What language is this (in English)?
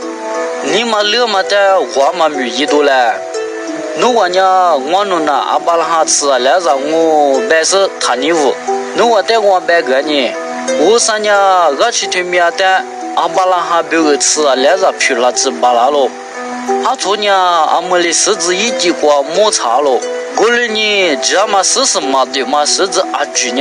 Lisu